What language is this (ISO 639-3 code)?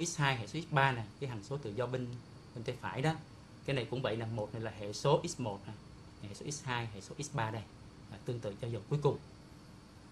vie